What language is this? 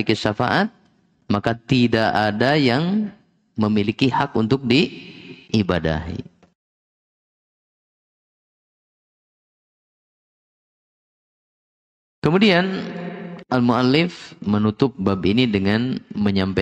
Indonesian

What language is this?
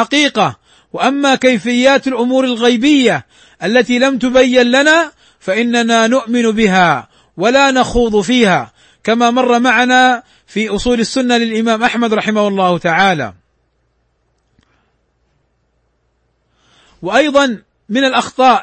Arabic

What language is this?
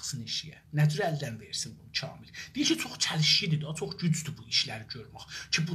South Azerbaijani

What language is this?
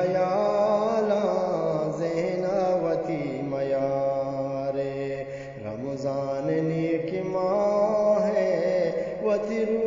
Eastern Balochi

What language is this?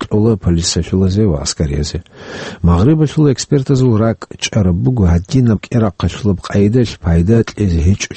Avaric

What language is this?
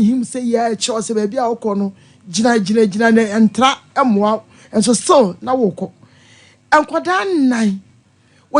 Akan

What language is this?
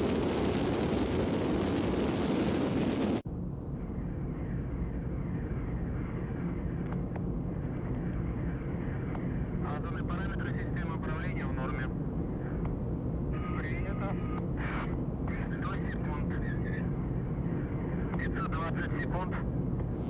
Russian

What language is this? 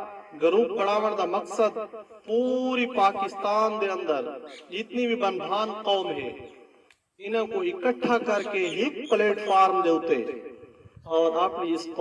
Saraiki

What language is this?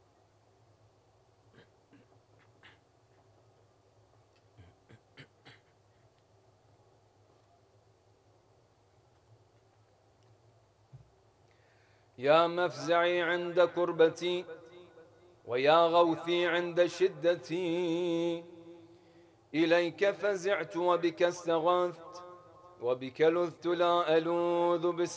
Arabic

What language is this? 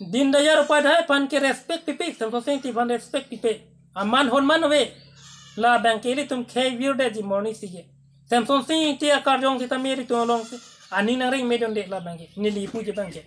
Karbi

